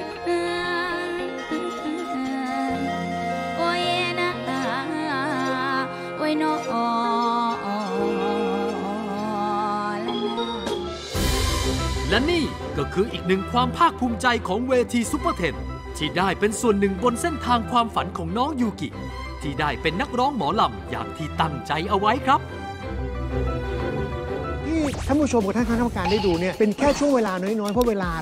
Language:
Thai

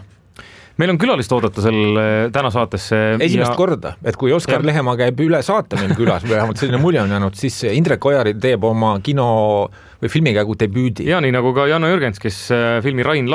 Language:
Estonian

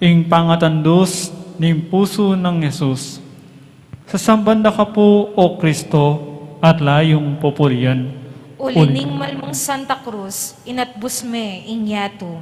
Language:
Pampanga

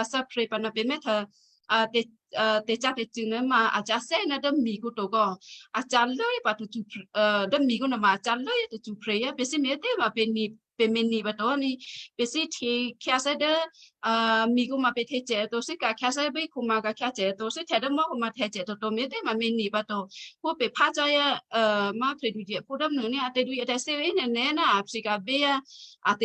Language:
Western Kayah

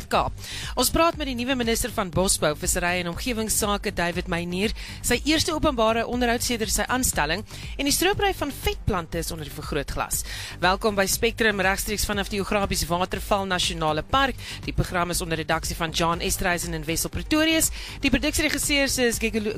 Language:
Afrikaans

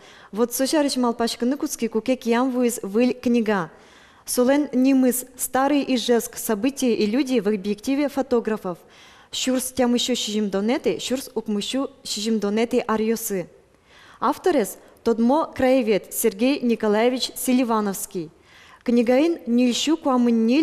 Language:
Udmurt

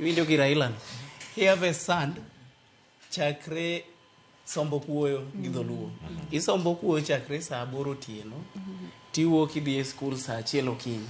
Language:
Luo (Kenya and Tanzania)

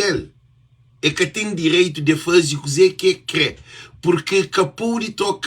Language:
Kabuverdianu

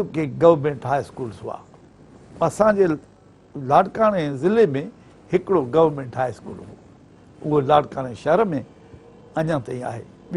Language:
Sindhi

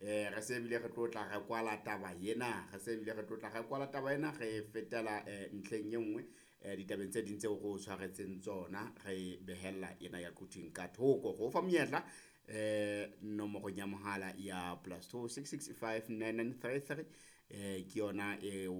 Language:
Southern Sotho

